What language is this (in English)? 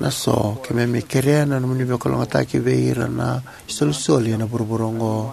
Fijian